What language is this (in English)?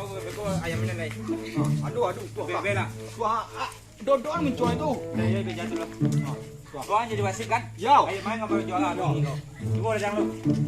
Minangkabau